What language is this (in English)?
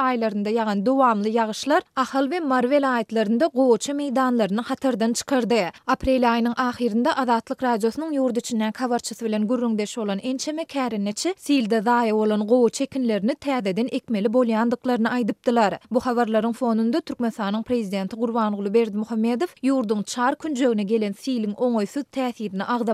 Turkmen